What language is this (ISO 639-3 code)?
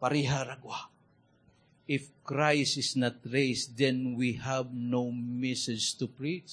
ceb